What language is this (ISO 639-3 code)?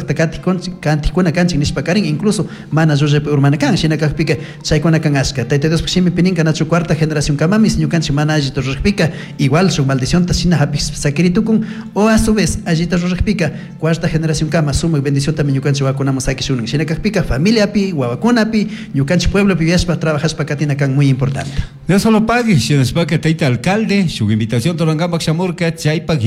qug